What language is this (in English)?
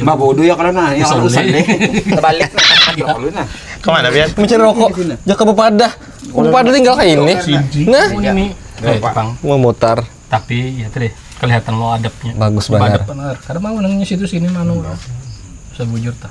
Banjar